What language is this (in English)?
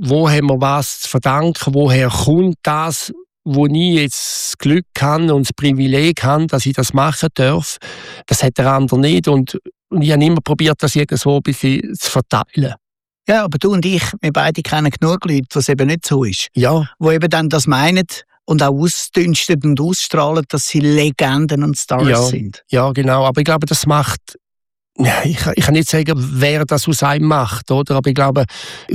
German